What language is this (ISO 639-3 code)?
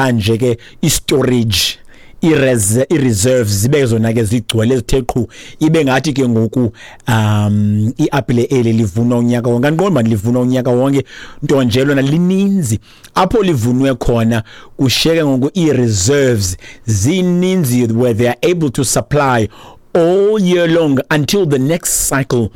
xho